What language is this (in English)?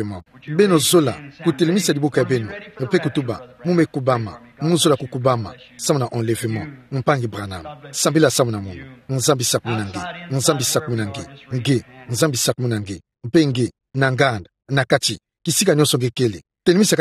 Kituba (Democratic Republic of Congo)